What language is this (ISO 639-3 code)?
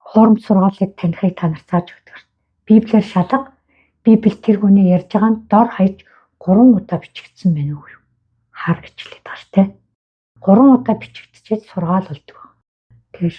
mon